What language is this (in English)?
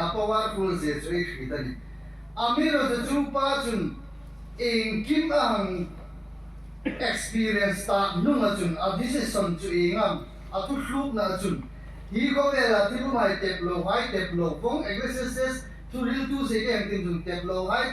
Hmar